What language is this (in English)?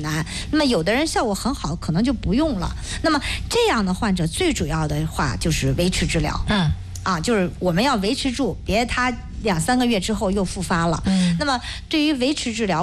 Chinese